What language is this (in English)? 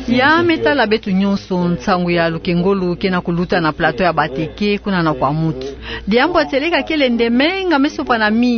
Kituba (Democratic Republic of Congo)